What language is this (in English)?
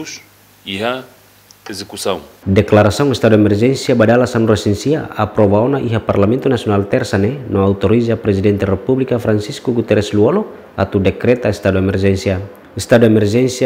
Tetum